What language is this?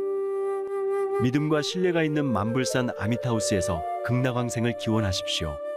Korean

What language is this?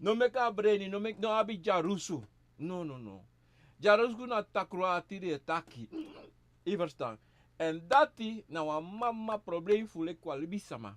Sranan Tongo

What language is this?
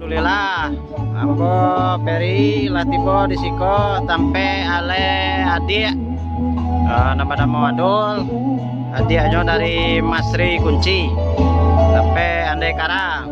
Minangkabau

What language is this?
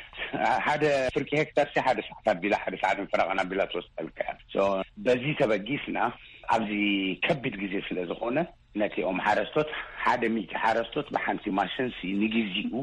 Tigrinya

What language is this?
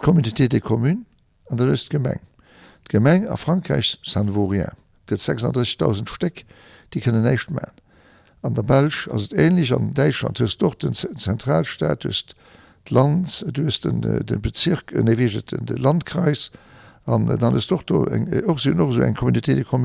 Luxembourgish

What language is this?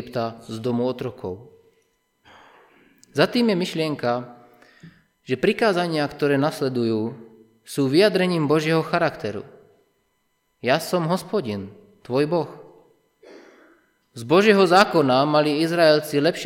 Slovak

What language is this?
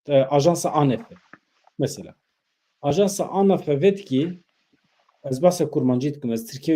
Kurdish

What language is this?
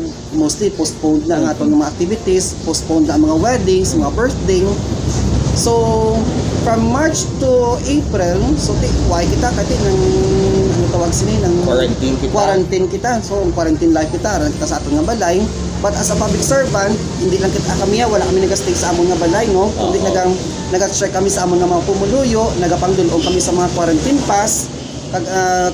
Hiligaynon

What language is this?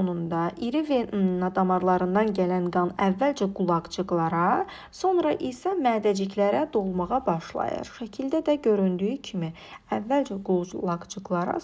Azerbaijani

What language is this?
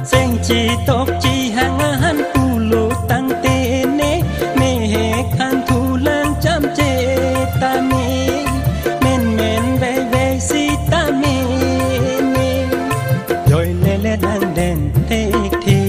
Karbi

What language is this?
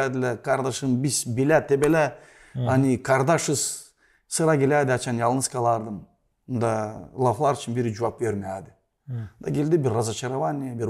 Gagauz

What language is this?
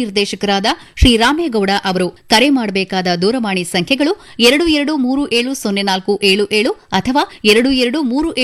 Kannada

